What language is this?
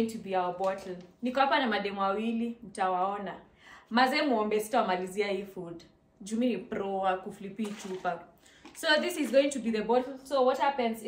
Shona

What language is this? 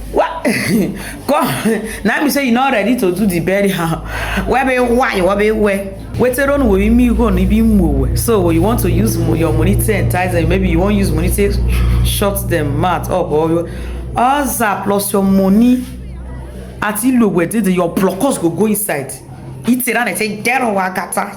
Nigerian Pidgin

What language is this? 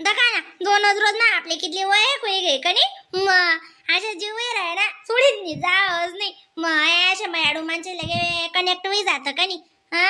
Khandesi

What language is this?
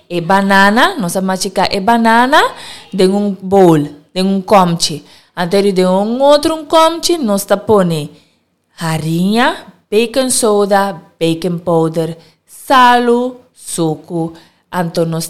Papiamento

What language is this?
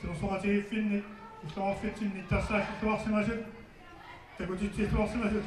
Kalaallisut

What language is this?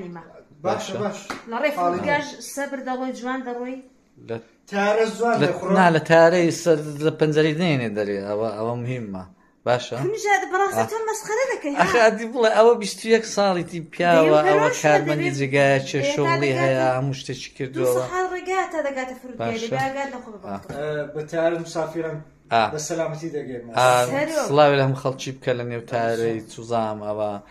Central Kurdish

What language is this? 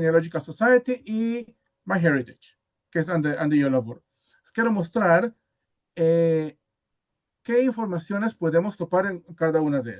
Ladino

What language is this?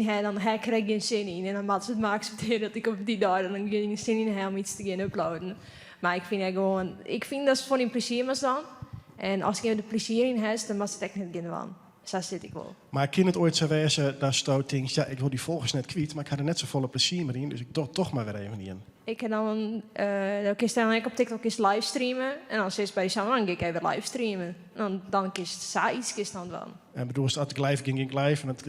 Western Frisian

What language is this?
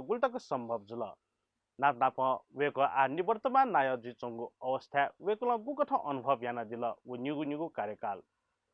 Newari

